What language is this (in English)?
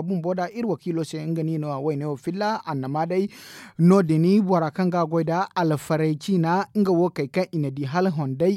Zarma